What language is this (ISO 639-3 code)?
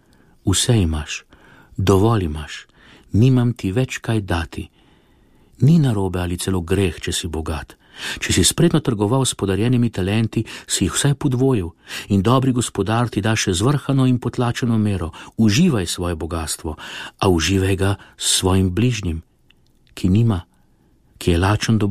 slv